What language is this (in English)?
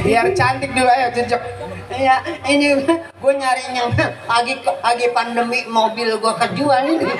Betawi